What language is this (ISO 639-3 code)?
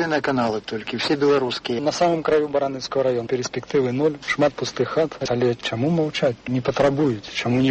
bel